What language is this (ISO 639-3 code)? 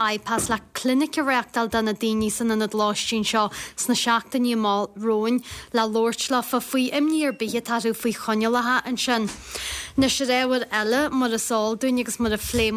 gle